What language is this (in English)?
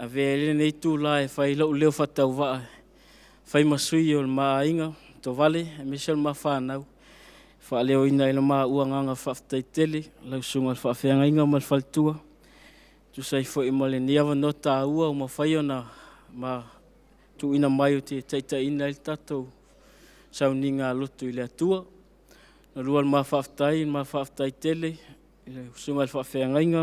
Samoan